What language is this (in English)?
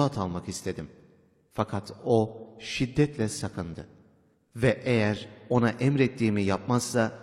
Turkish